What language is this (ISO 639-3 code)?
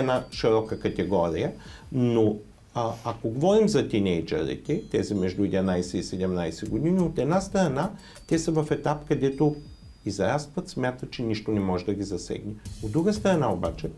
bul